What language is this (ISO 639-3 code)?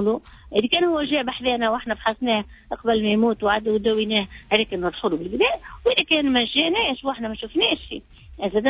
aeb